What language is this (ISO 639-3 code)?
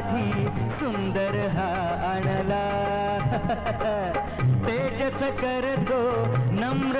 mar